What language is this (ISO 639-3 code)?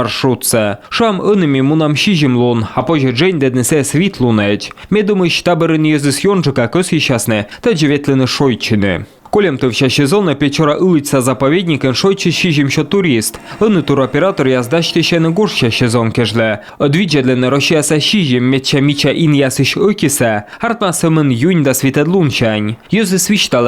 kom